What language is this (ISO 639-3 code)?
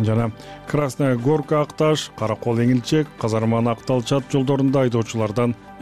kir